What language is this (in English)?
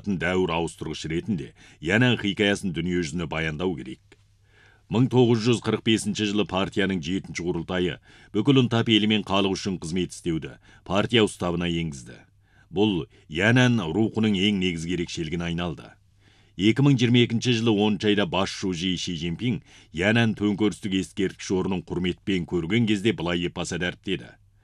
Kazakh